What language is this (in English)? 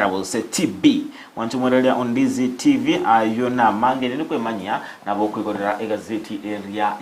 Gusii